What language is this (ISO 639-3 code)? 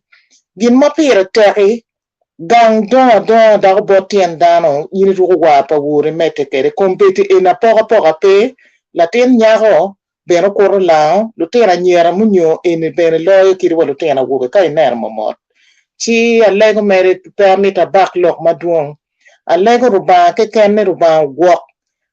ach